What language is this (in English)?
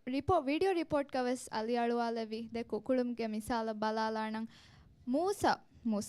Divehi